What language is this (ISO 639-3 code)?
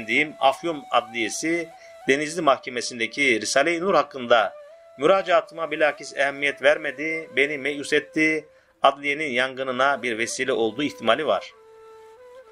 tur